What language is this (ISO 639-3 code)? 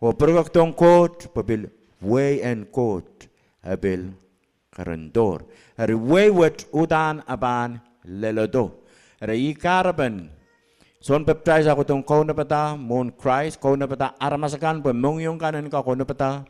pon